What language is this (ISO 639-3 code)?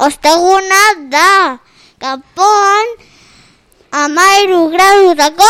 eus